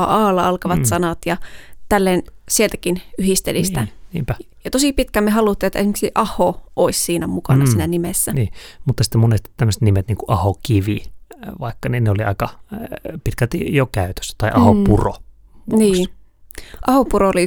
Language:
Finnish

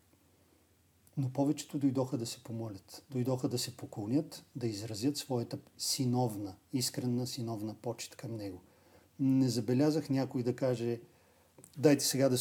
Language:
Bulgarian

